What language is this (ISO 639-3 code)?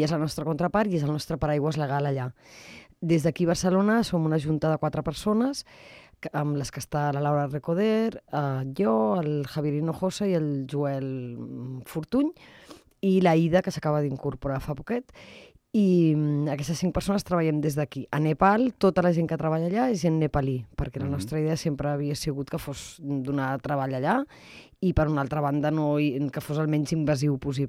cat